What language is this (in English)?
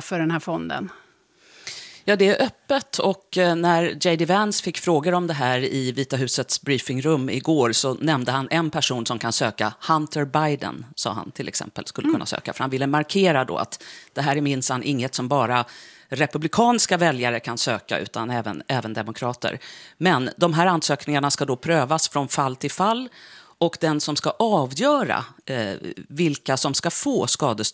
Swedish